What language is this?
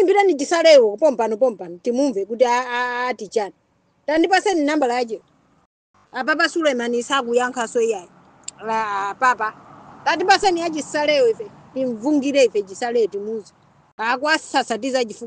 Nyanja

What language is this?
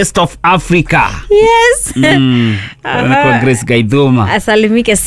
Kikuyu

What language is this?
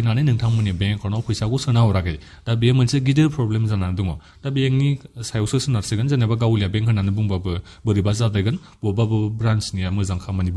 Bodo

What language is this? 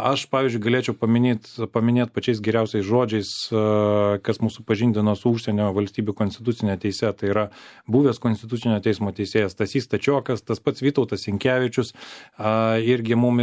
Lithuanian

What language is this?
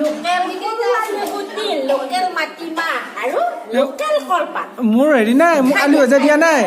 Assamese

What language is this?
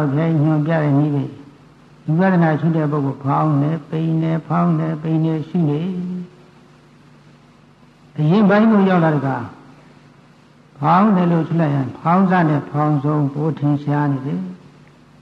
Burmese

